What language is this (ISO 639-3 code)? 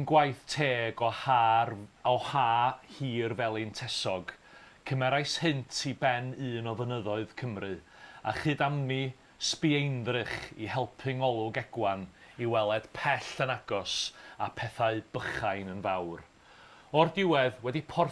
cym